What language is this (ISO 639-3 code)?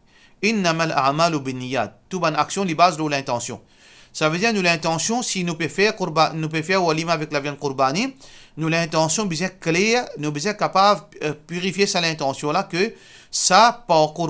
mfe